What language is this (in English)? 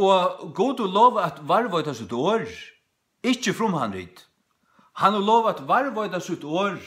Faroese